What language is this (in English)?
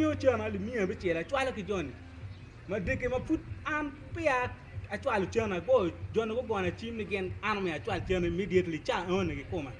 Acoli